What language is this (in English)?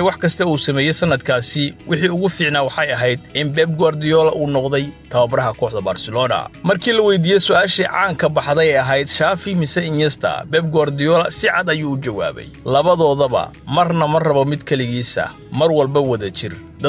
Somali